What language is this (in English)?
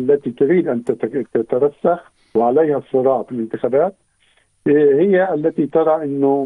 Arabic